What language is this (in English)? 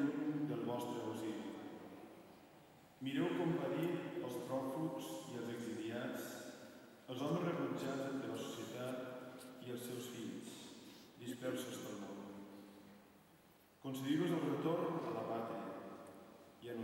Catalan